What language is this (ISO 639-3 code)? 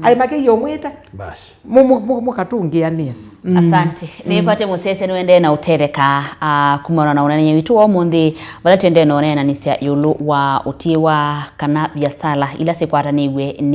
kam